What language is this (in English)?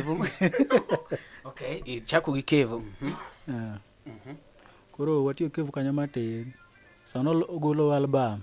Luo (Kenya and Tanzania)